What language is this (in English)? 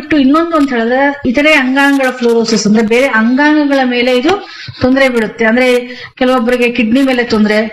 Kannada